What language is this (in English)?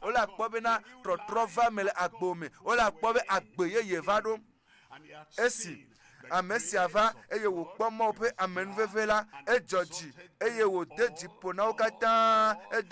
Ewe